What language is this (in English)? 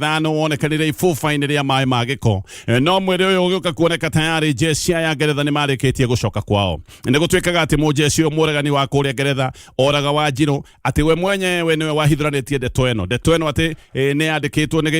Kikuyu